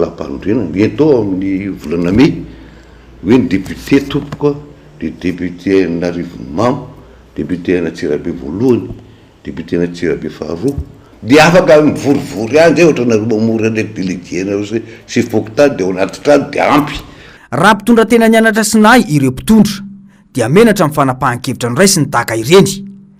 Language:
Malagasy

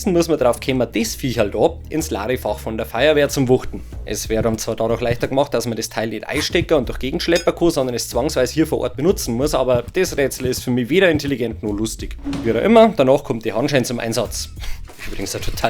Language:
Bavarian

